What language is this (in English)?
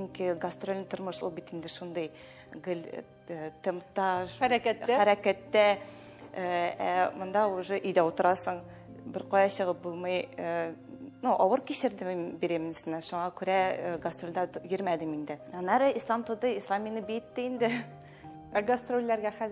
Tatar